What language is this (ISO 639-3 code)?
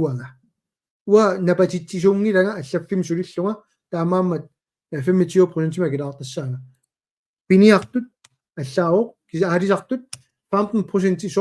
kal